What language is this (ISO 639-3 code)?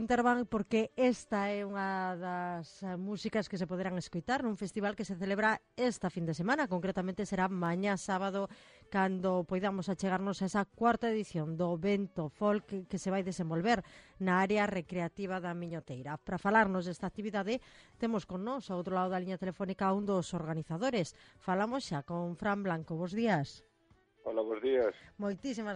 glg